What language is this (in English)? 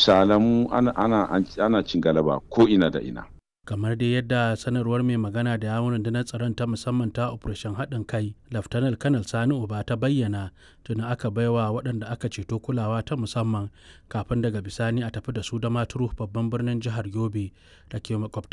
Hausa